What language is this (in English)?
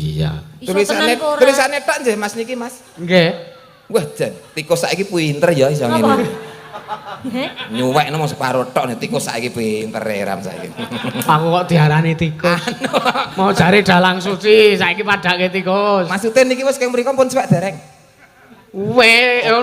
Javanese